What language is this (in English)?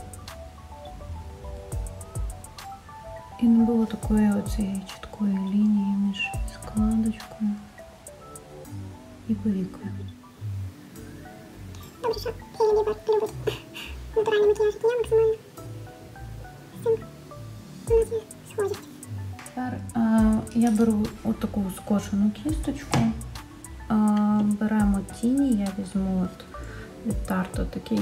Ukrainian